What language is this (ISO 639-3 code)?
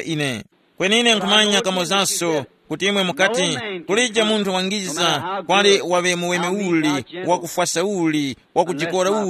tum